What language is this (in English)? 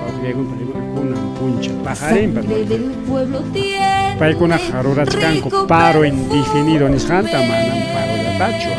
Ayacucho Quechua